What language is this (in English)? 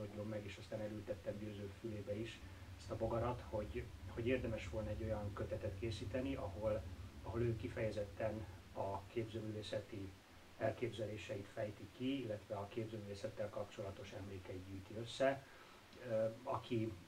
Hungarian